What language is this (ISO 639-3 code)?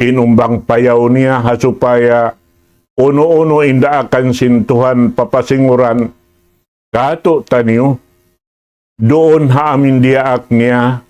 tsg